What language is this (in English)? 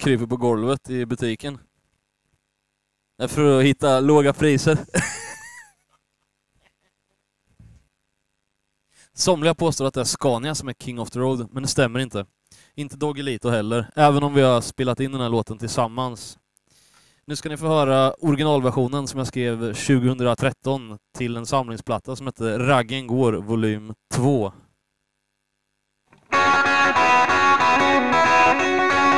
Swedish